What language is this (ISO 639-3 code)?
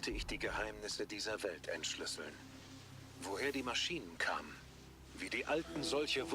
gsw